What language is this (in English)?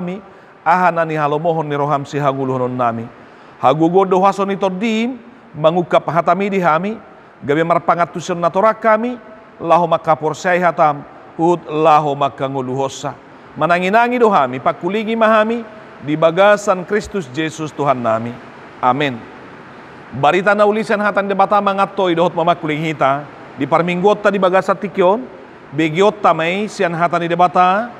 Batak Toba